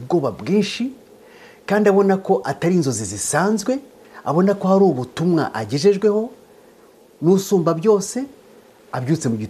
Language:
Kinyarwanda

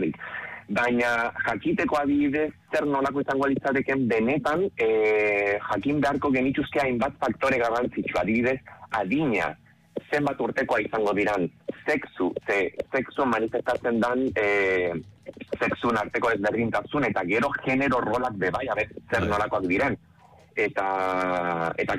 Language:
Basque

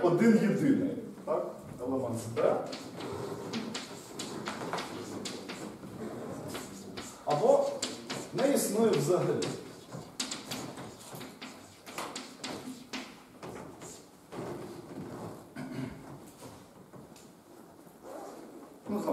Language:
Ukrainian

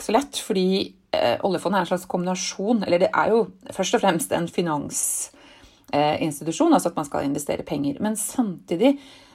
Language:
Norwegian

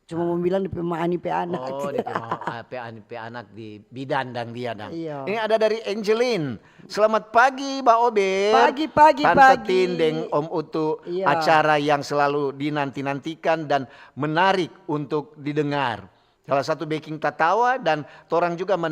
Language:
Manado Malay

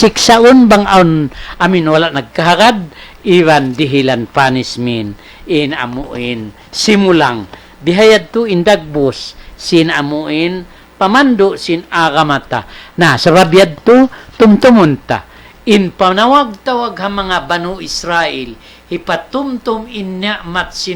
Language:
Tausug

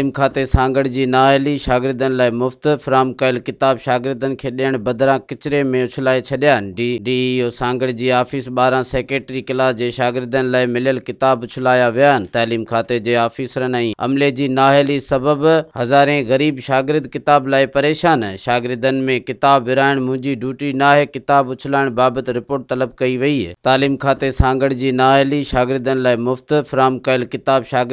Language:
Sindhi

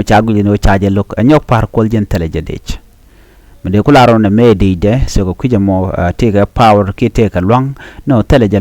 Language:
Nuer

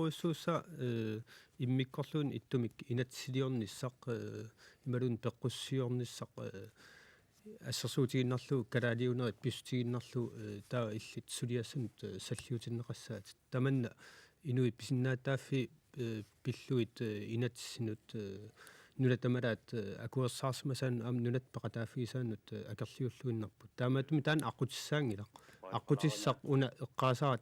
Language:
Kalaallisut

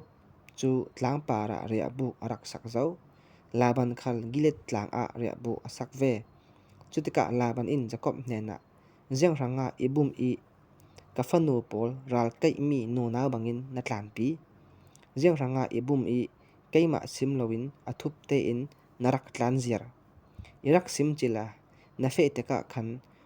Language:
Falam Chin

